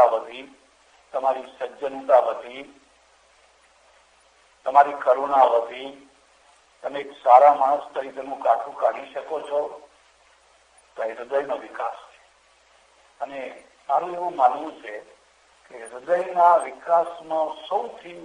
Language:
Gujarati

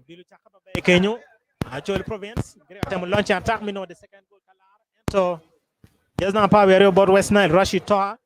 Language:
Acoli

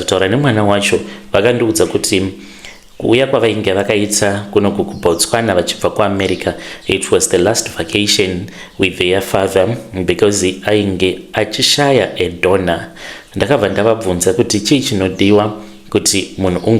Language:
Shona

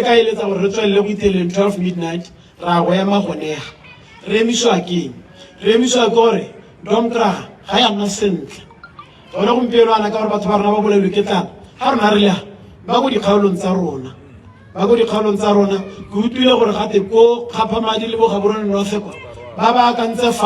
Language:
Tswana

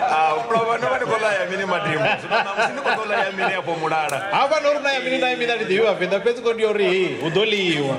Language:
Venda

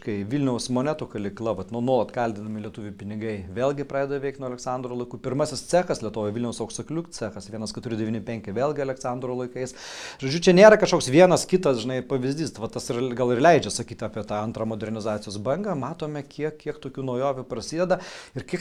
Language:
Lithuanian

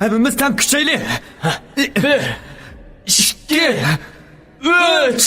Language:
Uyghur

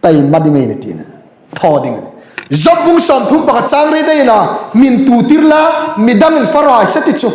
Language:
Hmar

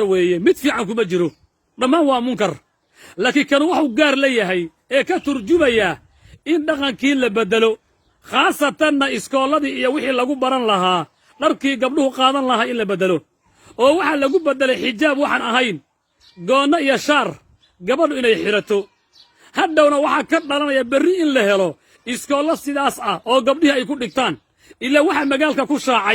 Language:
Somali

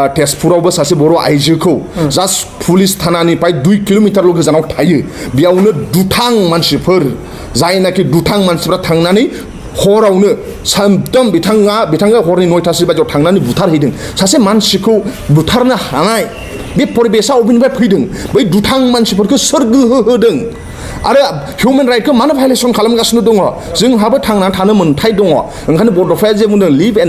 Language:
Bodo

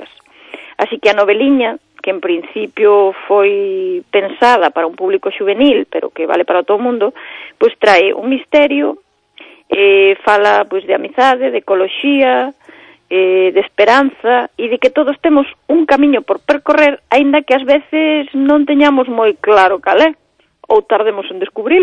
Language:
Galician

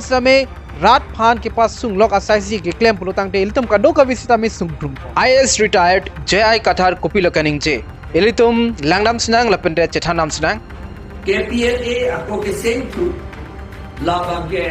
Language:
Karbi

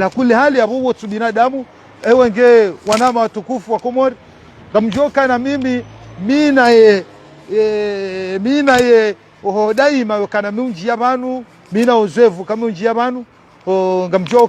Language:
Ngazidja Comorian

